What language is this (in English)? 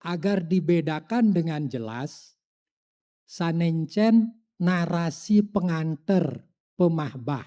Balinese